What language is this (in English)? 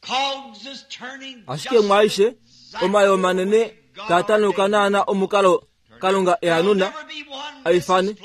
Kuanyama